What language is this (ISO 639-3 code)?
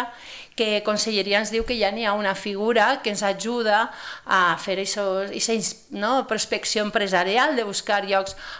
cat